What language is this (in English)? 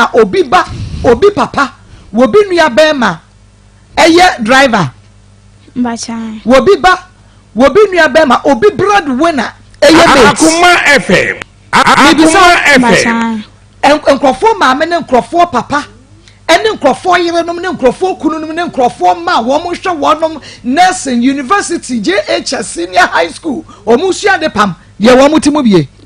Akan